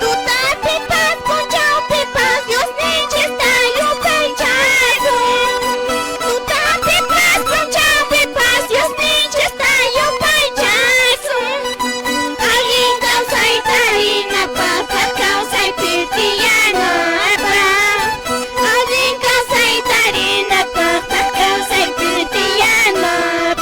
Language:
Quechua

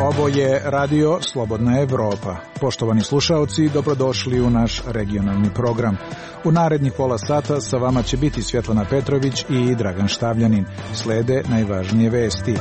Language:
Serbian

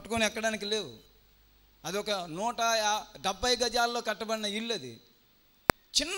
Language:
Telugu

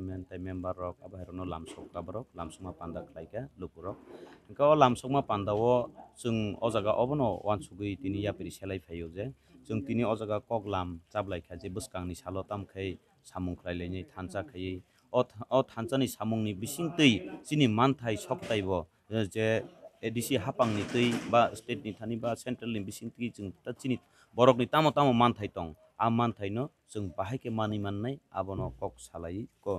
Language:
Kok Borok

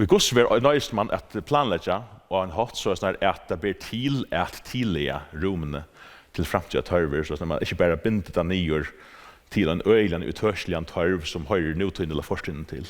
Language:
Faroese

